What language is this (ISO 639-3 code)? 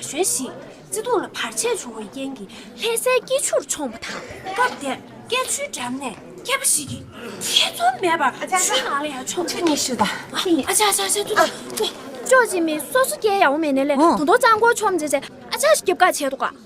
bod